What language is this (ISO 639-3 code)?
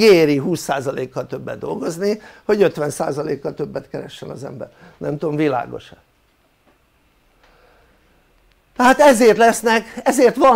hun